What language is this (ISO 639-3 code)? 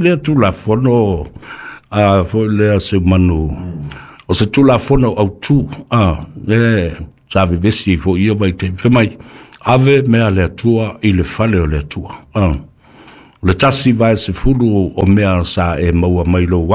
smo